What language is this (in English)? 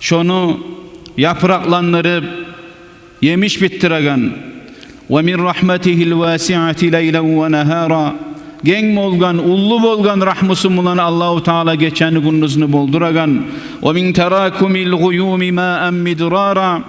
Kumyk